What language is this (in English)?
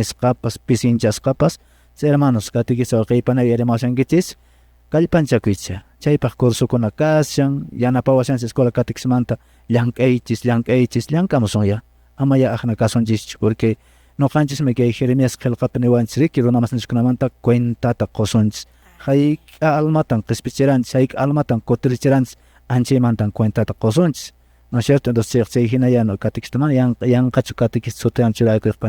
Quechua